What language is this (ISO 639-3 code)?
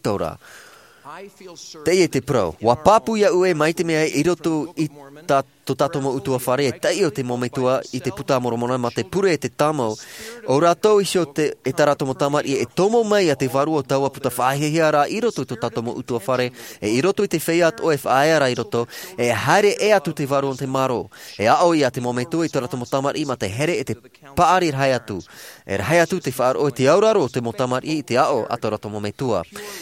tah